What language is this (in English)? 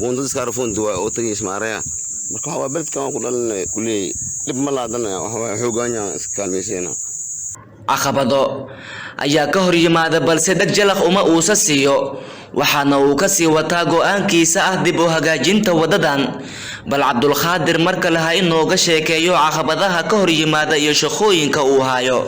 Somali